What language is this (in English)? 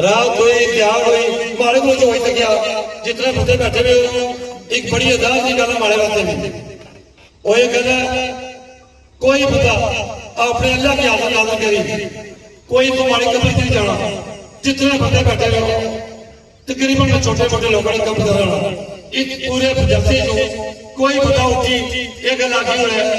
Pahari-Potwari